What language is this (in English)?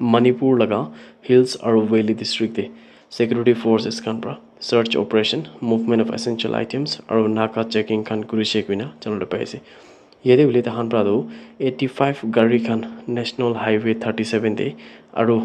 Naga Pidgin